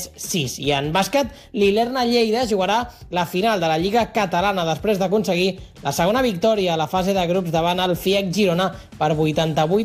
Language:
Catalan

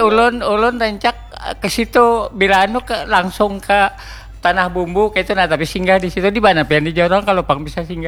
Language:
Banjar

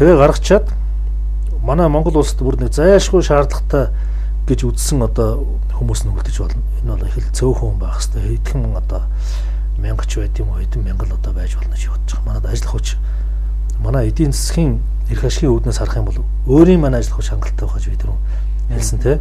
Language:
Mongolian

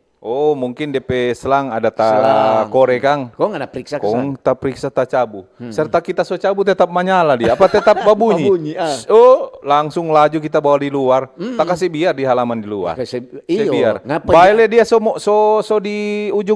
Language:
Manado Malay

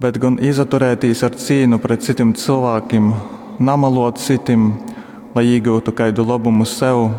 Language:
Latgalian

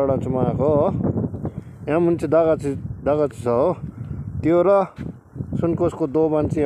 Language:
Nepali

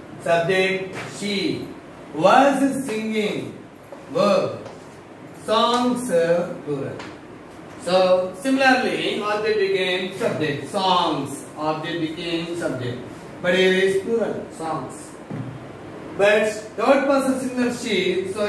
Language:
English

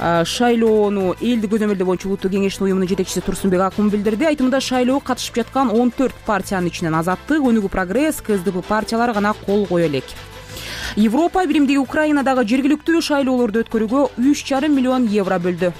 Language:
Kyrgyz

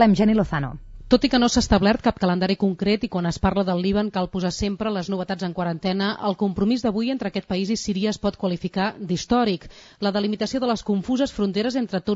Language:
Catalan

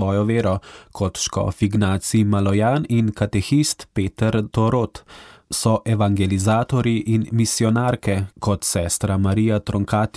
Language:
Slovenian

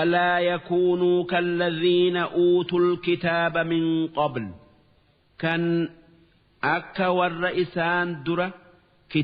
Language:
Oromo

